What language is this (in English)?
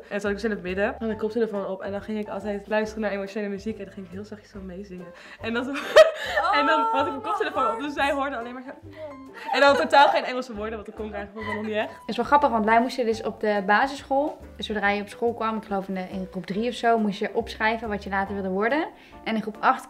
Dutch